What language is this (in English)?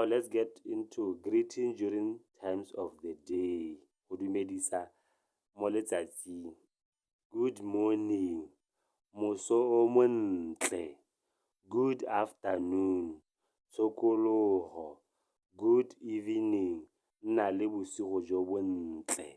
Tswana